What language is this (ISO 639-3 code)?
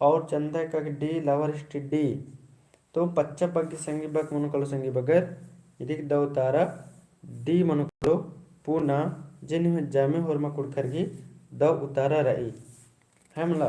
kru